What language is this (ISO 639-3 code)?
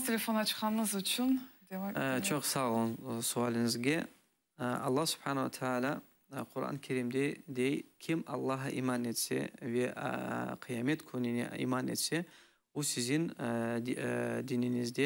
crh